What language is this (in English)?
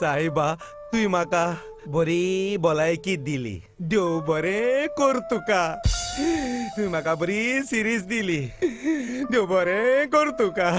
Konkani